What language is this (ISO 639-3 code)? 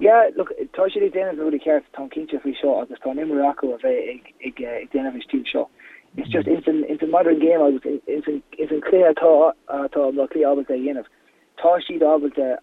gle